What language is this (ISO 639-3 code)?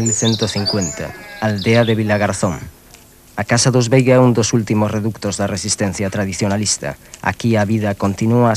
glg